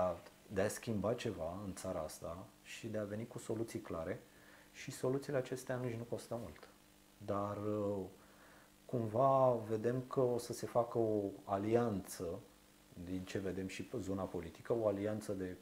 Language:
Romanian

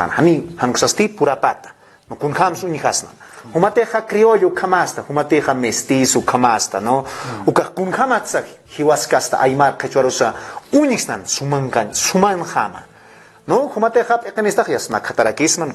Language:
Aymara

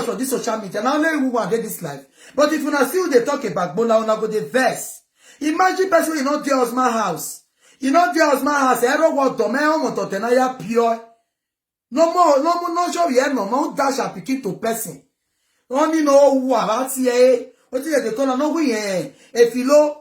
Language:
Nigerian Pidgin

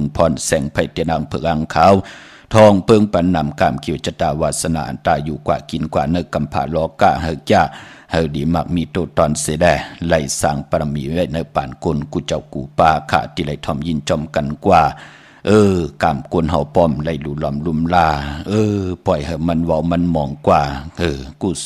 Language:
Shan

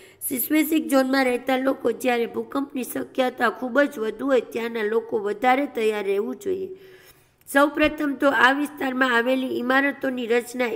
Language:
Gujarati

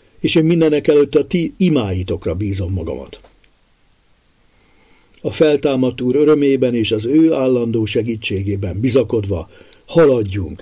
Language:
Hungarian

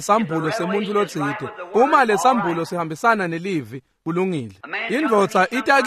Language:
Swati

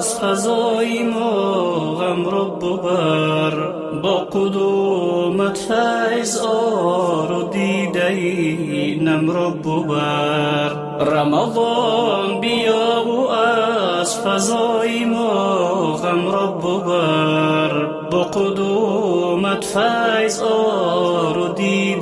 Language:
Persian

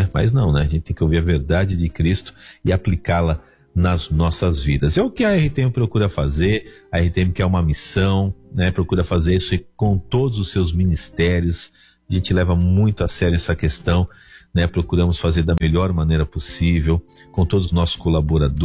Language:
Portuguese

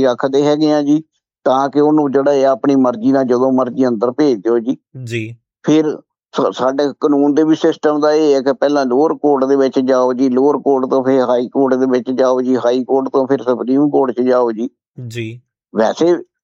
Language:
Punjabi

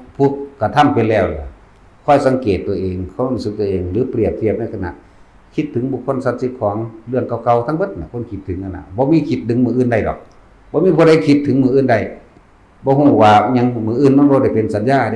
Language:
Lao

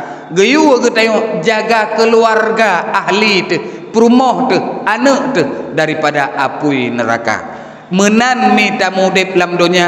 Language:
Achinese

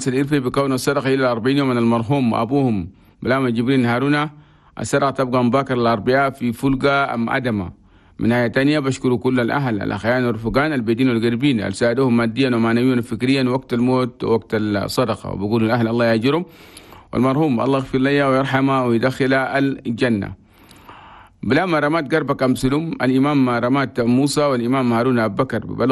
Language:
Chadian Arabic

